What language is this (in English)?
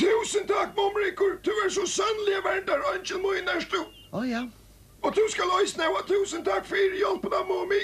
Faroese